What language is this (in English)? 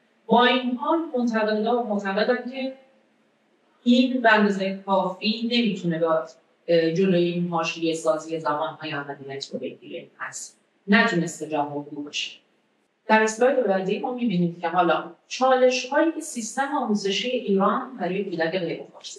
Persian